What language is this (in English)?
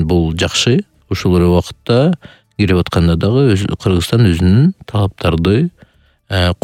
Kyrgyz